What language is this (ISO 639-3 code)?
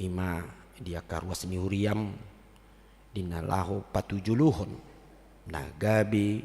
bbc